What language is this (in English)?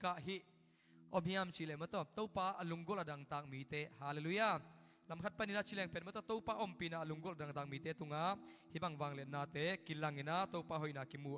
Tedim Chin